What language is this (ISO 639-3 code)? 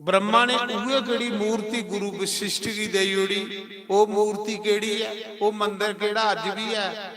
doi